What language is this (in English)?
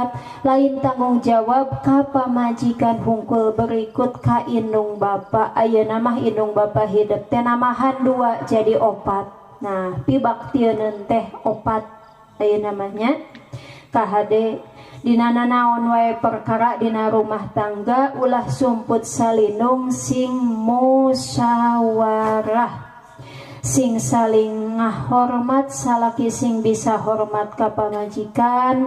Sundanese